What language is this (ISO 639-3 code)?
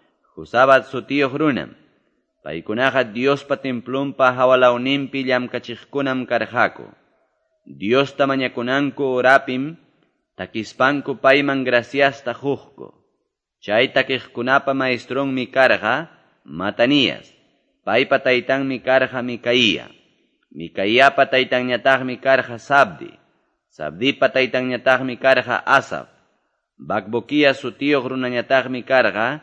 que